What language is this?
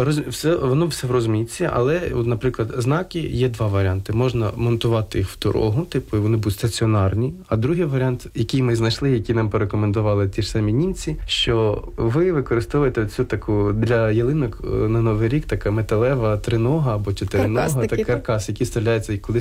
Ukrainian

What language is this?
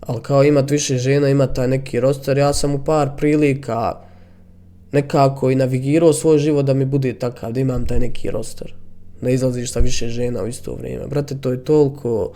Bosnian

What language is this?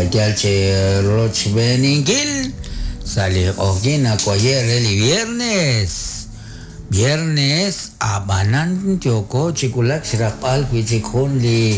Kekchí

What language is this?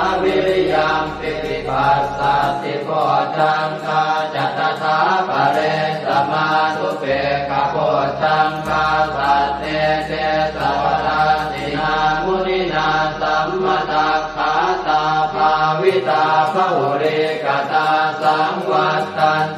Pali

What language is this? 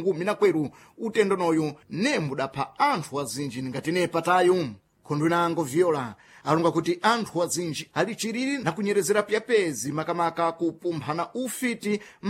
Sena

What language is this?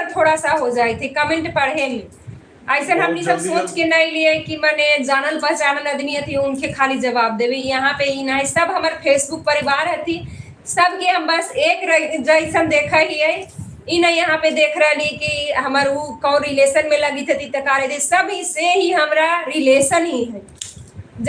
Magahi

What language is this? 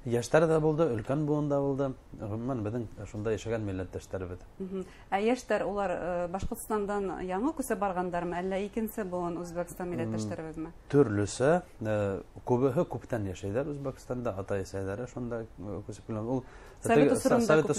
Bashkir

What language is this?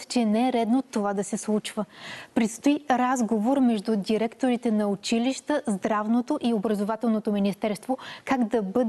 Bulgarian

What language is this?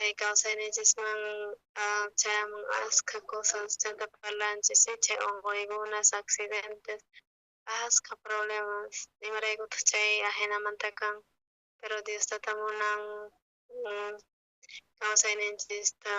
South Bolivian Quechua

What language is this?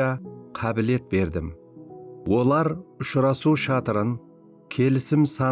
Kara-Kalpak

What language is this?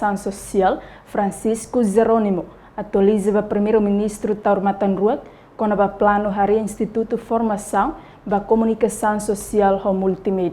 Tetum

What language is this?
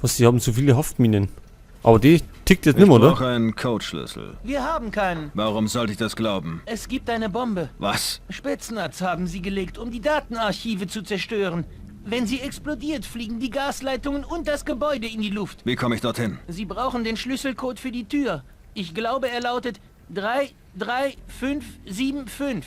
Bavarian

